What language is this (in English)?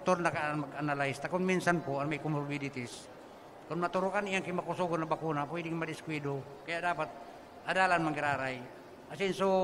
Bikol